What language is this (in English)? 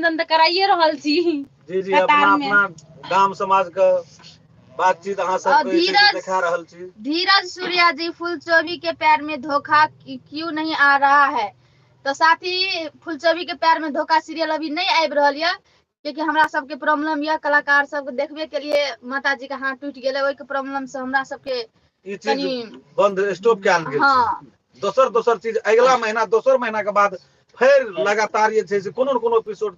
Maithili